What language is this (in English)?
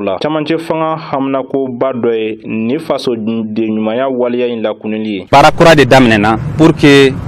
Bambara